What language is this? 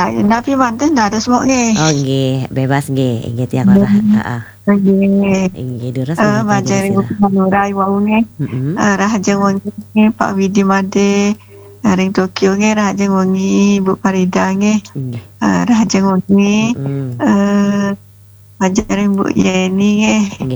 Balinese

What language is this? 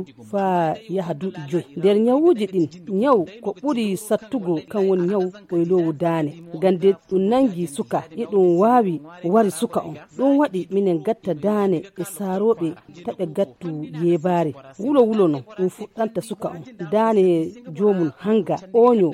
Nigerian Fulfulde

